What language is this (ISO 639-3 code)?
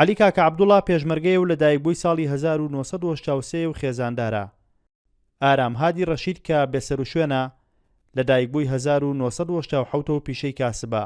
ckb